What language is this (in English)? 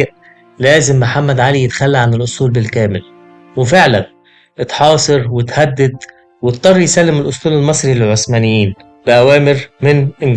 Egyptian Arabic